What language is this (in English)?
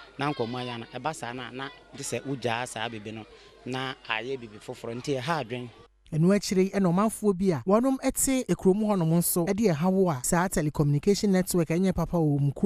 Akan